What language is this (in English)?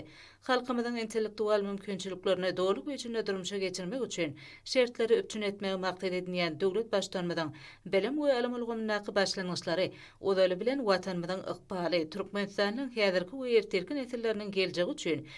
Turkmen